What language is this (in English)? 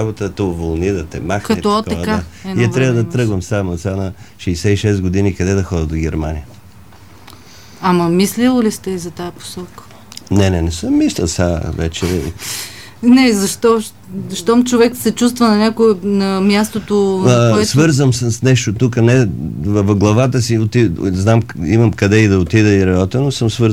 Bulgarian